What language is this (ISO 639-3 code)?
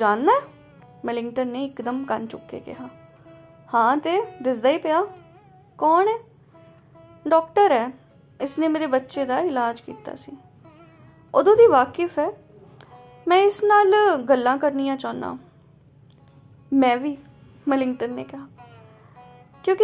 pan